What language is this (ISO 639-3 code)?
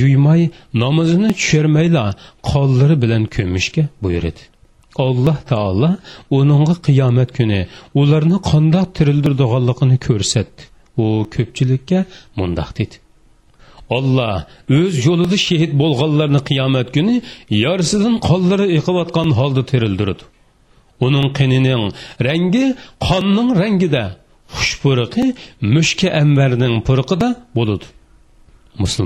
uig